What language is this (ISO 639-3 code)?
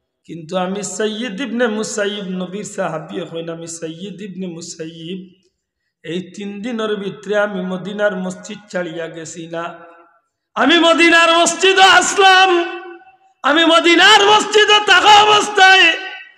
syl